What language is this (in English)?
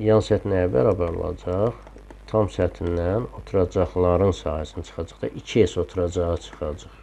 Azerbaijani